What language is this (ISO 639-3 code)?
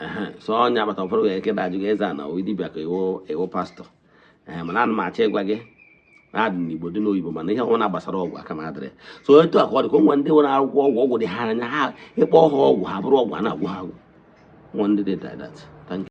ibo